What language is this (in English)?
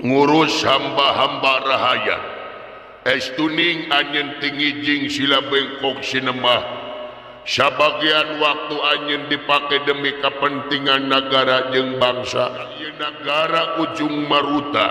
Sundanese